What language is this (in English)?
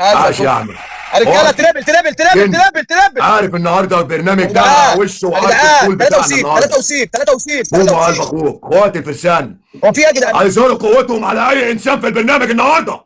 Egyptian Arabic